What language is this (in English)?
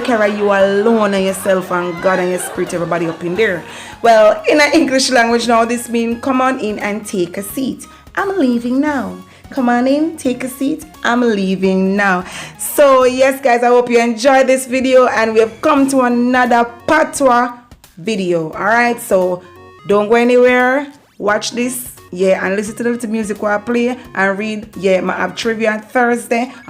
Jamaican Creole English